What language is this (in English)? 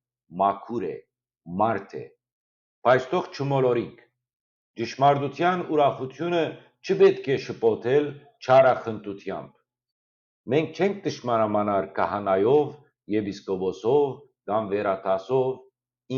Western Armenian